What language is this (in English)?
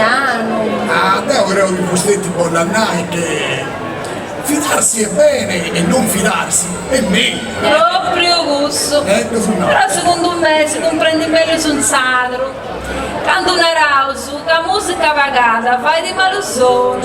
Sardinian